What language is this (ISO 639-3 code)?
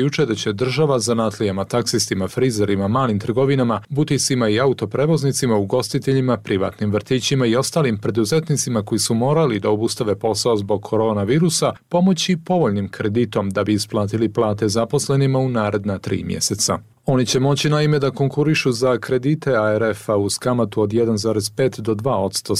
srp